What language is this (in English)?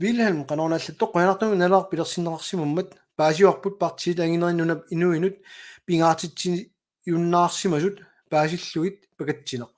Kalaallisut